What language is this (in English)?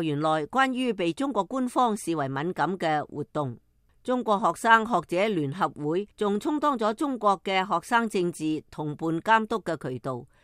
Cantonese